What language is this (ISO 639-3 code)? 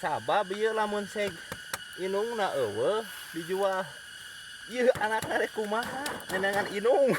sun